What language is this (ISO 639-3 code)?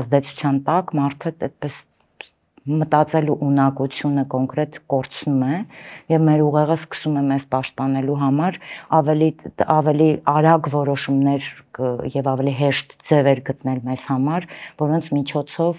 hye